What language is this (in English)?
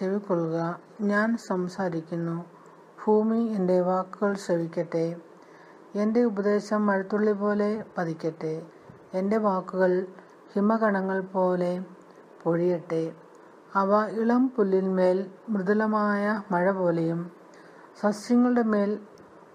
Malayalam